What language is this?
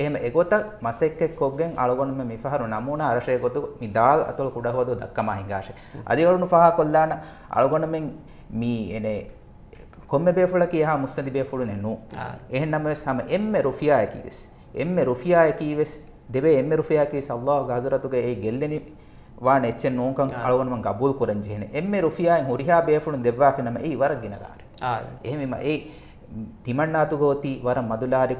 Divehi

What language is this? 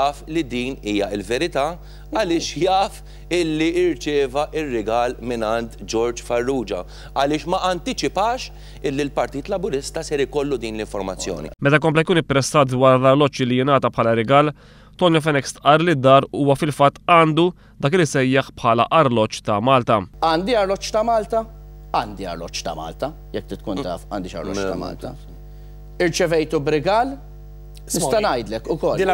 Maltese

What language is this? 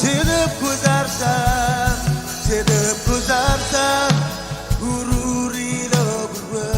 Marshallese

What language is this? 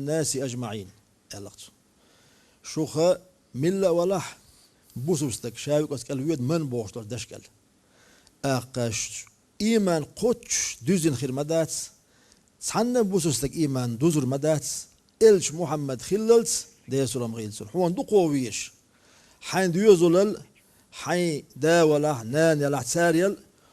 Chechen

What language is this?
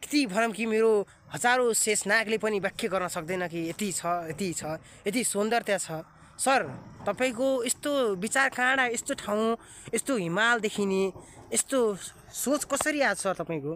Nepali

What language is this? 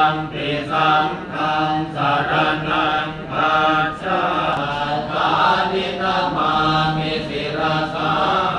Pali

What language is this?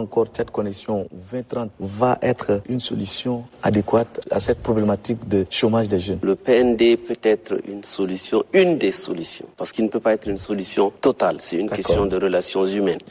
French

